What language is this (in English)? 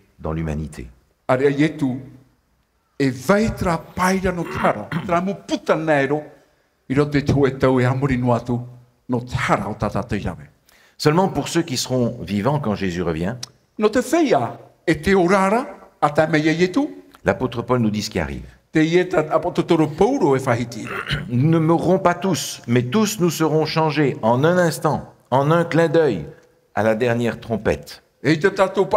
Tahitian